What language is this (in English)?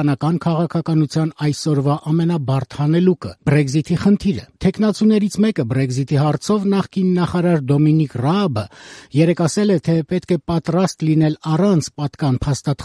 Armenian